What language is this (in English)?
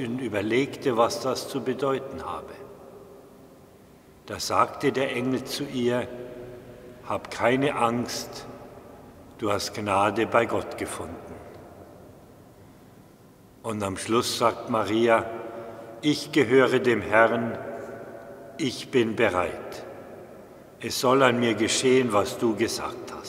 German